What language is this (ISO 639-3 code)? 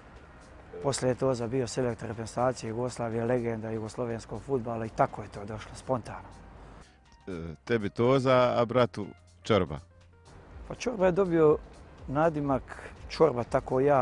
bos